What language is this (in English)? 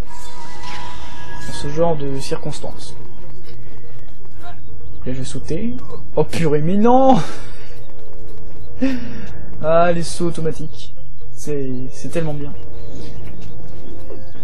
French